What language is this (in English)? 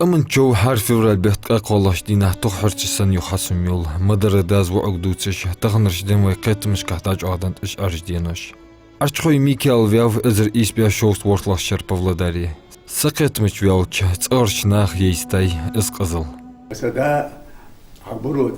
Ingush